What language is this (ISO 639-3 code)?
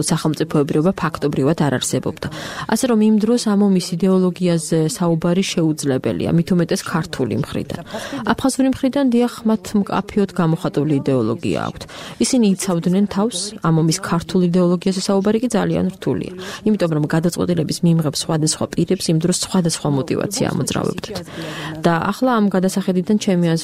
kat